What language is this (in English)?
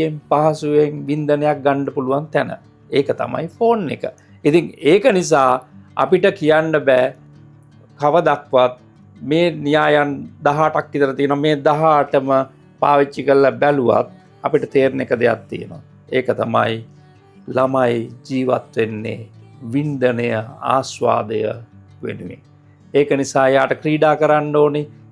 Sinhala